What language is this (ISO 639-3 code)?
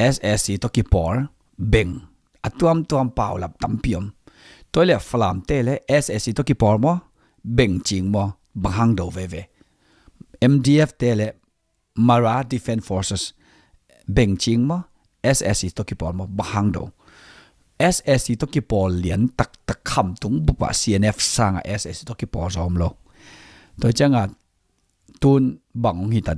ctd